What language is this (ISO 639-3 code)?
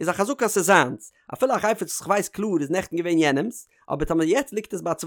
yid